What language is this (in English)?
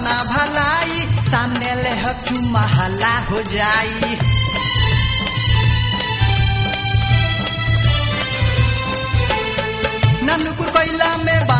Bhojpuri